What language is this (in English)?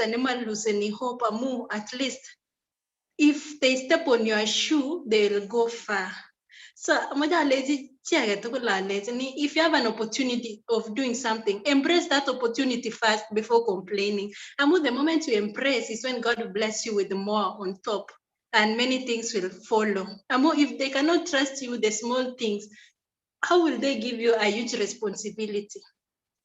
Kalenjin